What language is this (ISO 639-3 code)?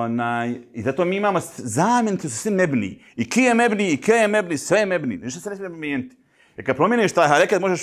bos